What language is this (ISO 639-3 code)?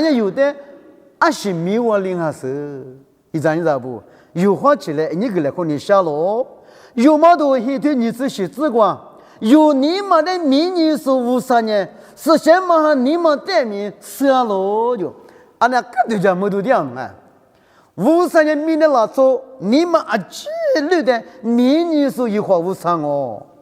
lis